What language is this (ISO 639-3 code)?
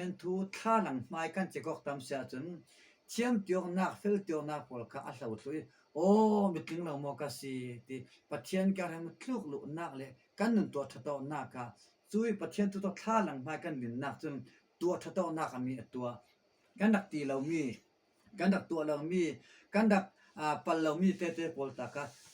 cfm